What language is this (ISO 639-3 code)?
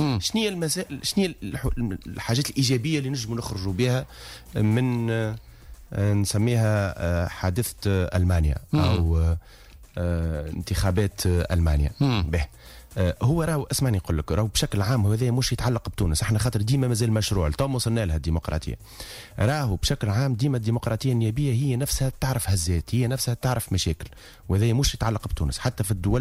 aeb